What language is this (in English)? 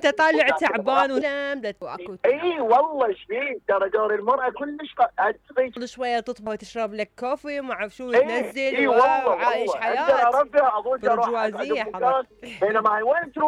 Mesopotamian Arabic